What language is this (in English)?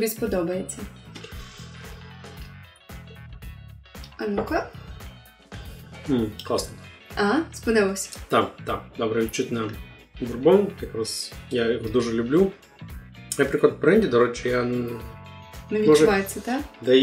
Ukrainian